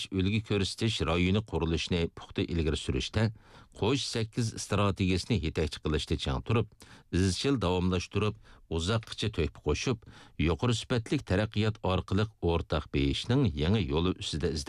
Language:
Uyghur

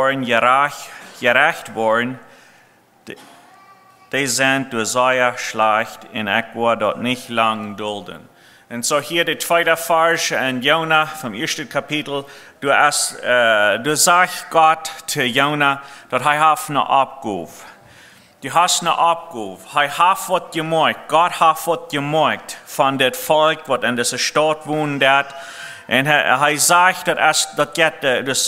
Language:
Plautdietsch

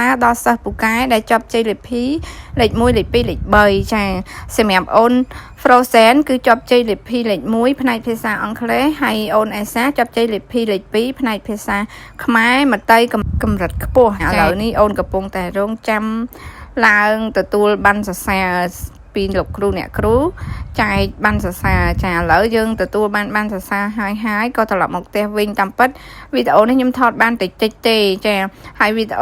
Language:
Khmer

